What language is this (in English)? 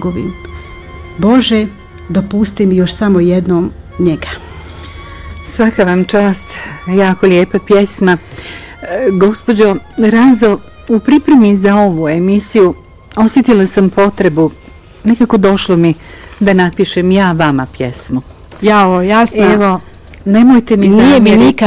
Bosnian